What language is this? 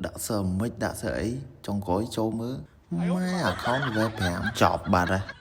Khmer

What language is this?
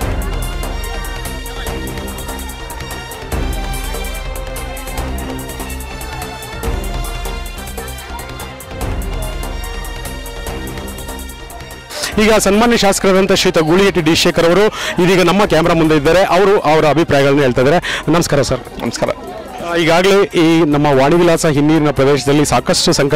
Kannada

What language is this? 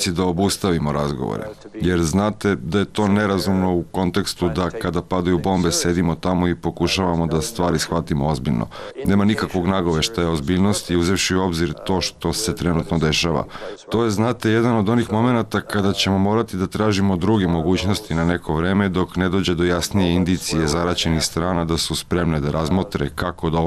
Serbian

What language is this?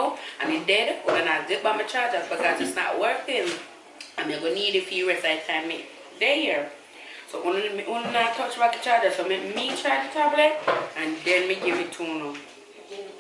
Jamaican Creole English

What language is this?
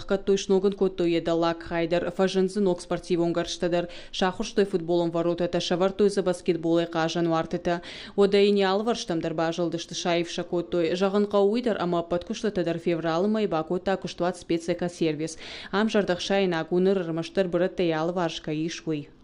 Ossetic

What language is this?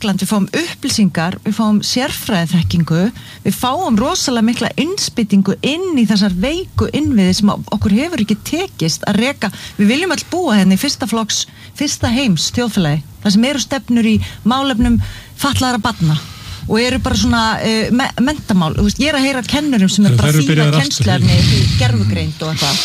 Icelandic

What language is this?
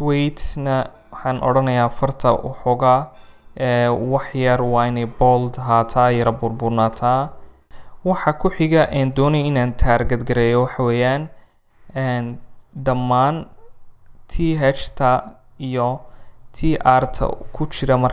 Somali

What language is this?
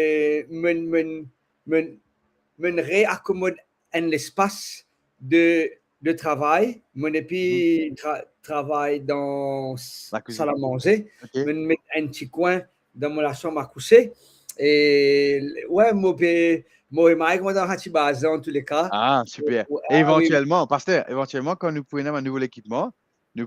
Morisyen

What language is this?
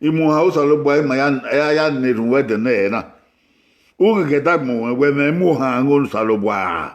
Bini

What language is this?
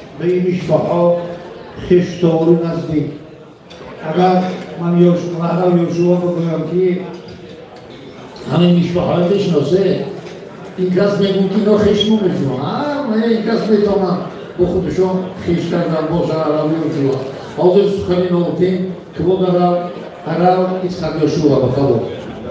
Persian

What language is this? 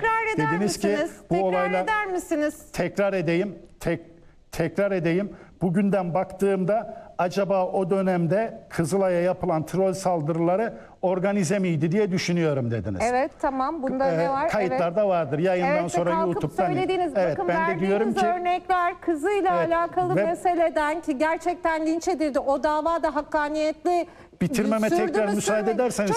Turkish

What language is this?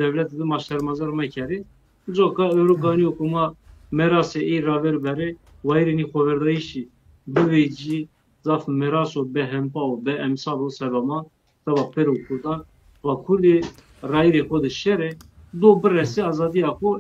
Zaza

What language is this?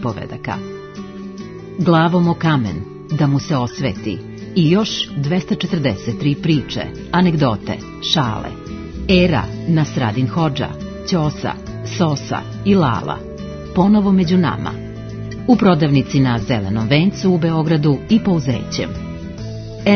Serbian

